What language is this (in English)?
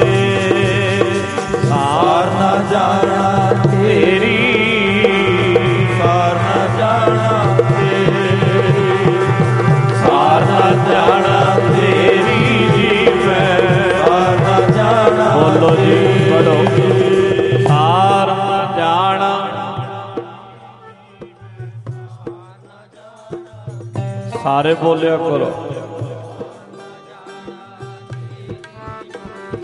Punjabi